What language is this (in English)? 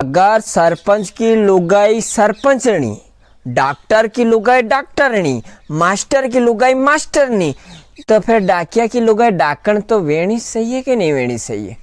Rajasthani